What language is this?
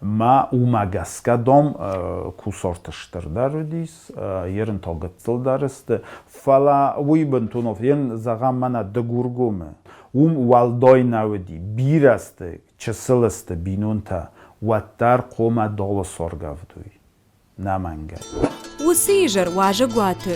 Ossetic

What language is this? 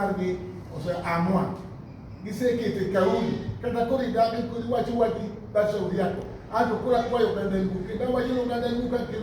Luo (Kenya and Tanzania)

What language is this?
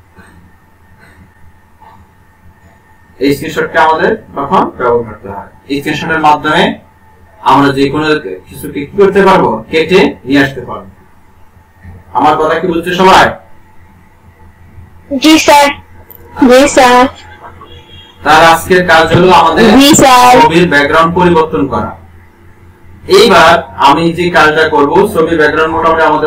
Bangla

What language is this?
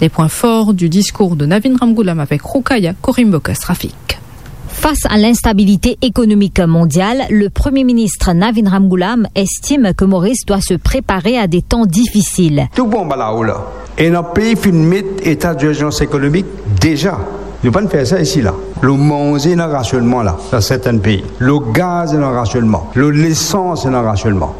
Morisyen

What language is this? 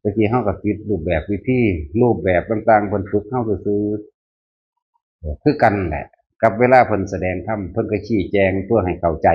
Northeastern Thai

